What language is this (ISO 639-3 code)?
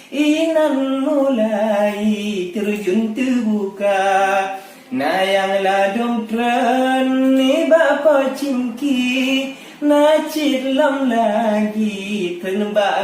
ace